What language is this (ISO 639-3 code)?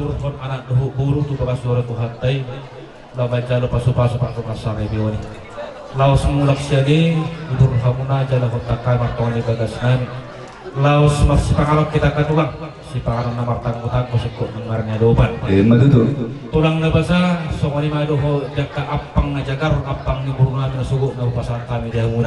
bbc